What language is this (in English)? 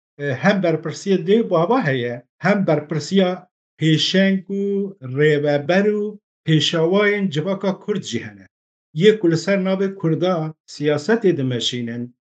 Kurdish